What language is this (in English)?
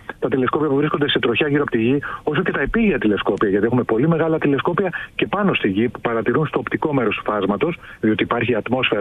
Greek